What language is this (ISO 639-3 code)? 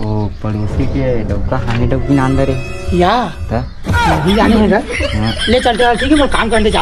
hne